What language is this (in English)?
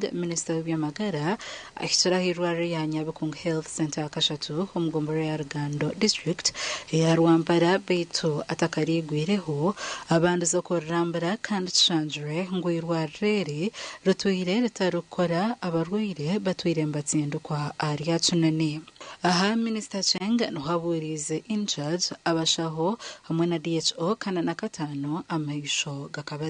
Nyankole